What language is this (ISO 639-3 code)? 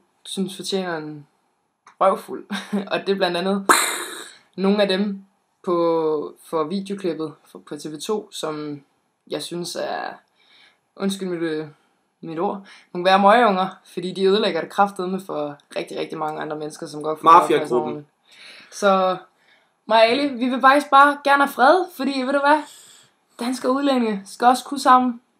dan